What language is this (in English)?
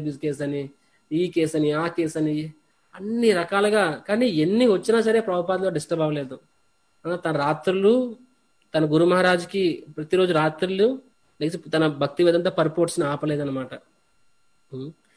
Telugu